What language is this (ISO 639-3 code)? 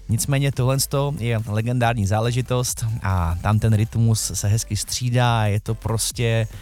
ces